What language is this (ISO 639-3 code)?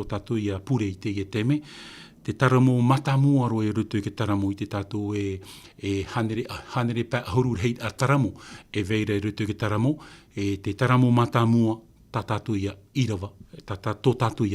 tah